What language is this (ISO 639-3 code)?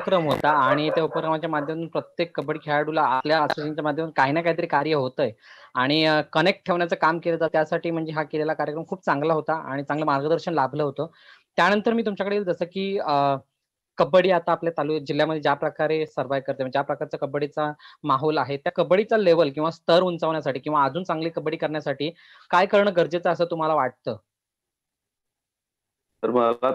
mar